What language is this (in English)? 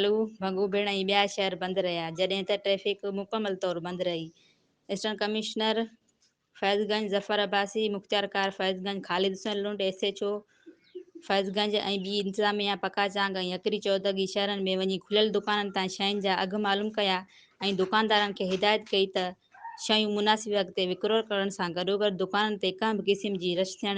Sindhi